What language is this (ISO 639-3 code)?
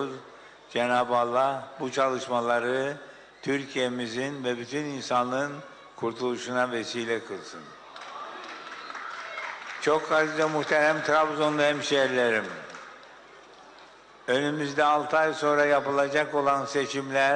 tur